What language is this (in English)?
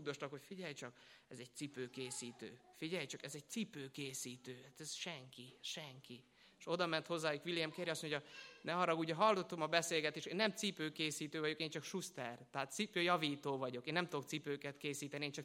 Hungarian